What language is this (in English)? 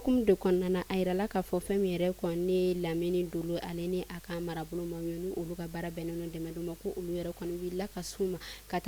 Bambara